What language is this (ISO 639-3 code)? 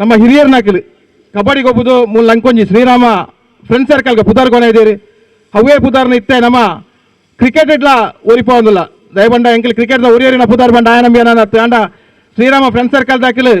tcy